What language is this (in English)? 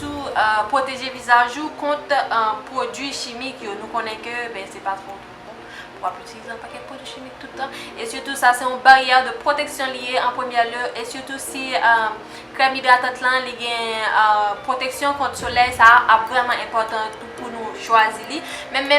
Haitian Creole